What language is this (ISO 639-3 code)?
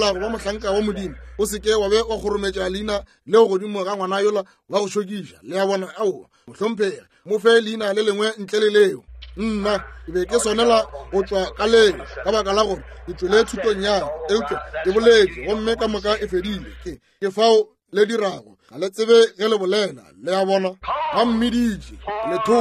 nso